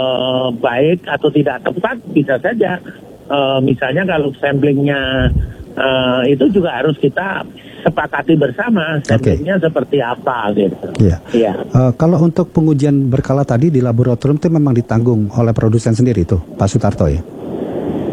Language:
Indonesian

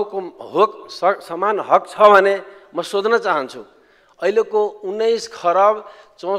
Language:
Nepali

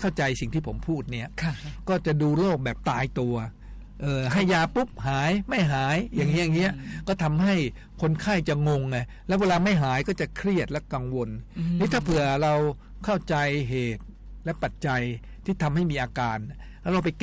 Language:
Thai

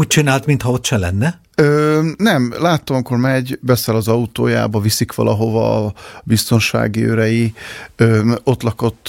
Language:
Hungarian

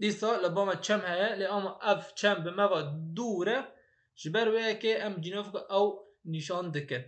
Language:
Kurdish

